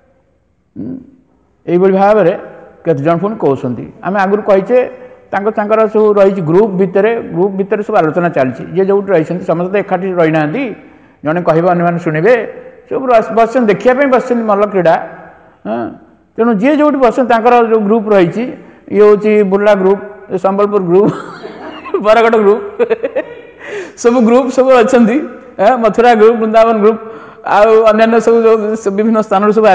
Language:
Odia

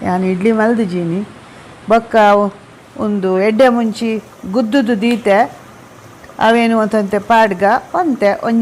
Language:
Tulu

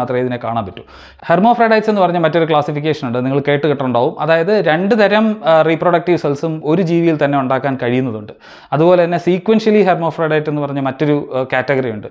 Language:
Malayalam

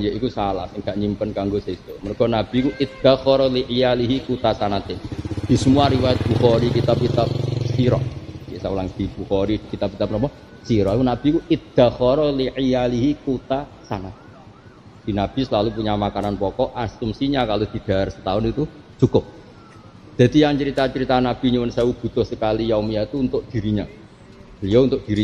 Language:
Javanese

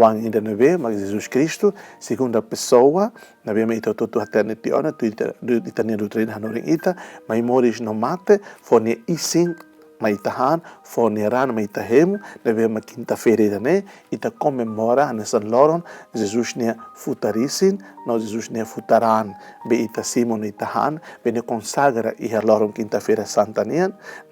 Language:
Tetum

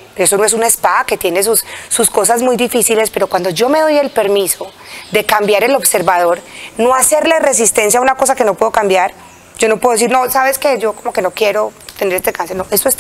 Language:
Spanish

